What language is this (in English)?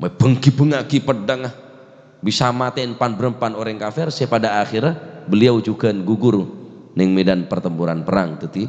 Madurese